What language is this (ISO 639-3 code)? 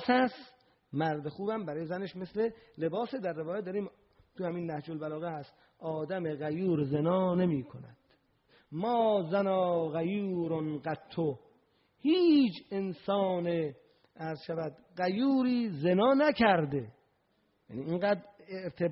fas